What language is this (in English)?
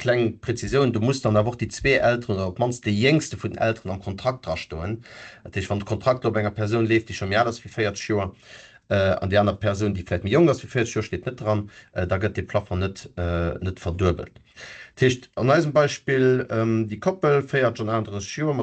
Luxembourgish